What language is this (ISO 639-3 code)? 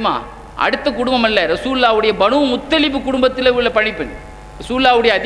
tam